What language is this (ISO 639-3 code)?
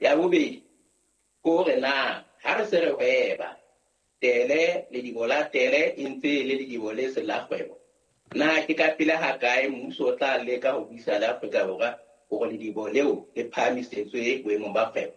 sot